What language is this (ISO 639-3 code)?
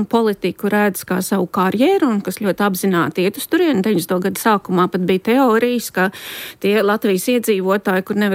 lav